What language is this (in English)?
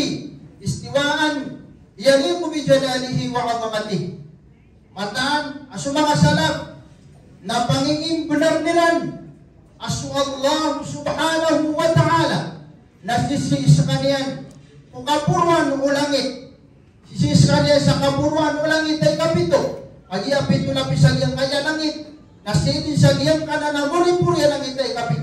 Maranao